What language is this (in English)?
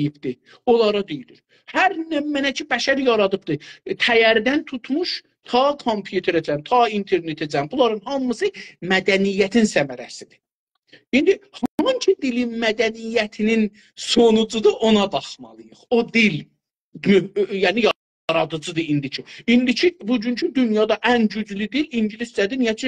South Azerbaijani